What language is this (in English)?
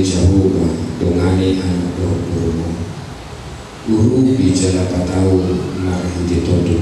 Batak Toba